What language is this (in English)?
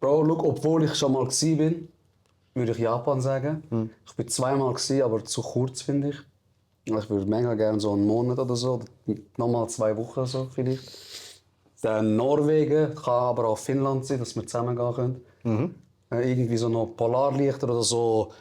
Swiss German